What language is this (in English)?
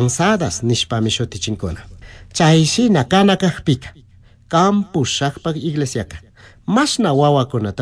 Chimborazo Highland Quichua